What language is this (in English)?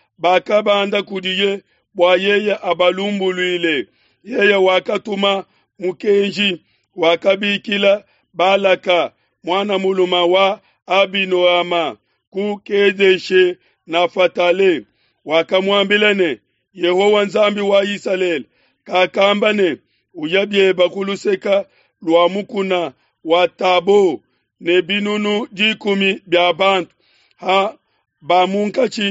Luba-Lulua